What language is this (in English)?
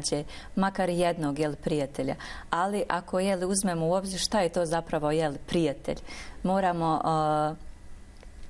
Bosnian